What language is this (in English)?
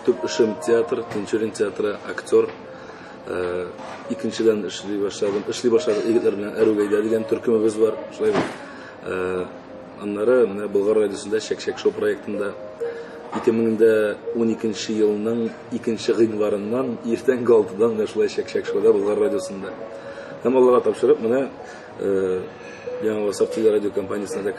Tatar